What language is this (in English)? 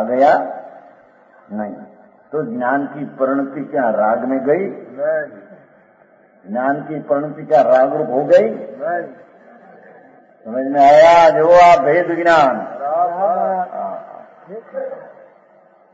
Hindi